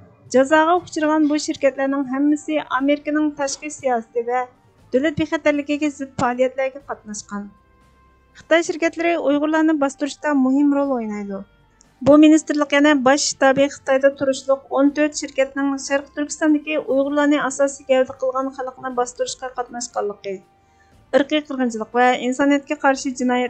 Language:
Uyghur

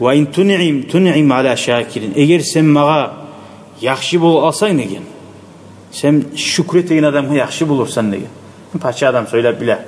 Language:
Kumyk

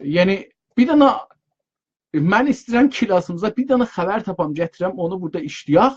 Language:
South Azerbaijani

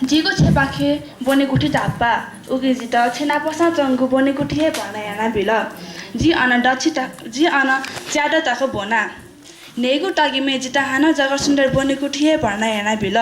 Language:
Newari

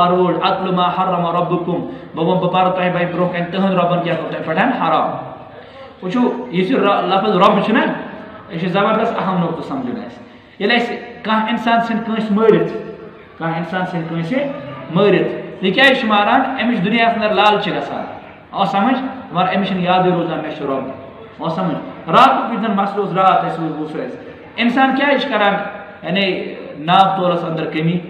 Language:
Kashmiri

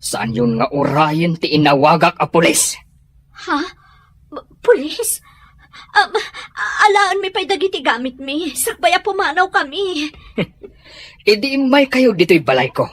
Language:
Iloko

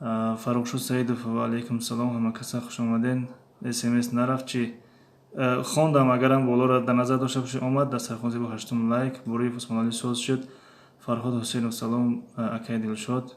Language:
Tajik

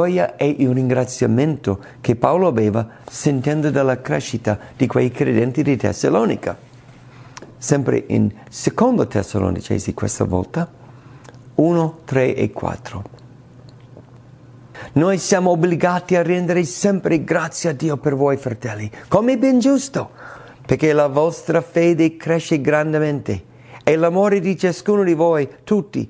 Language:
Italian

